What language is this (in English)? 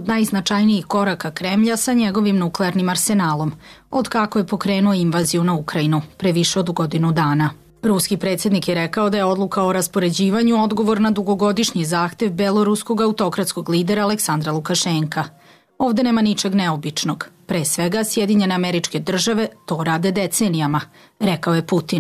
Serbian